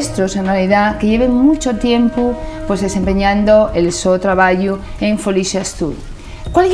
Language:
Asturian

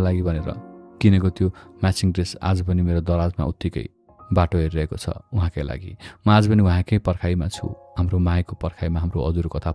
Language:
Nepali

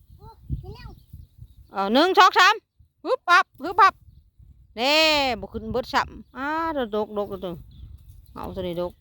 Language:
Northeastern Thai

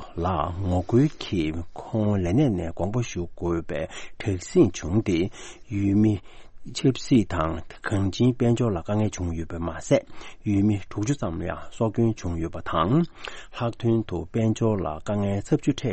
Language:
Tibetan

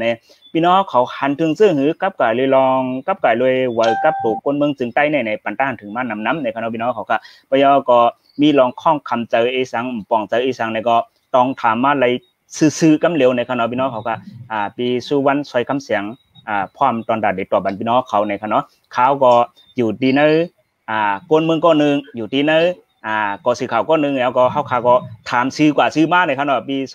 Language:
Shan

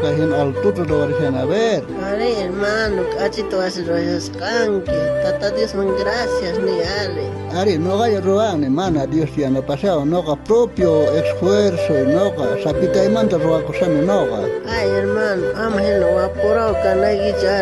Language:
South Bolivian Quechua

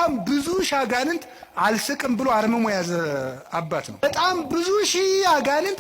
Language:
Amharic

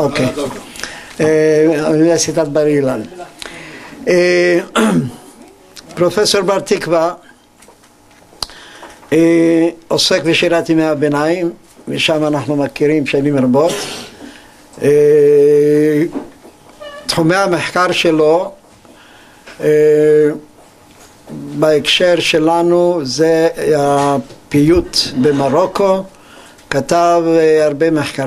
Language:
Hebrew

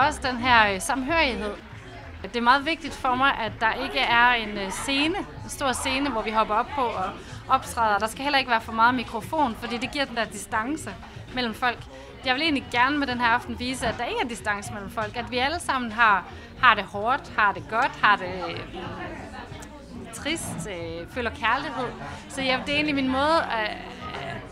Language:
Danish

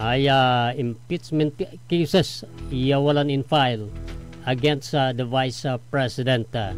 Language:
Pangasinan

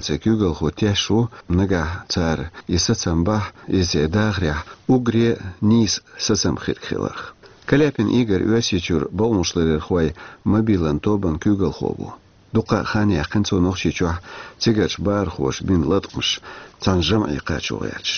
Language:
Chechen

